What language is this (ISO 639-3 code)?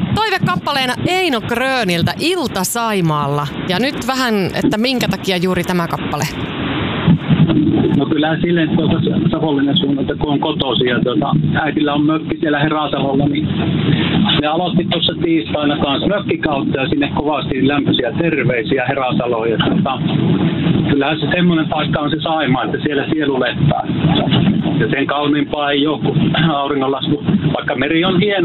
fin